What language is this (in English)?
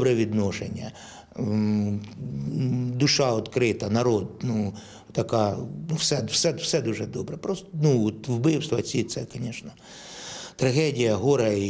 Ukrainian